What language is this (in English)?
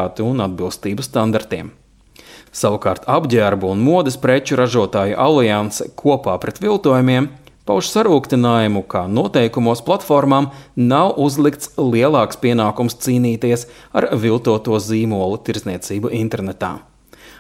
Latvian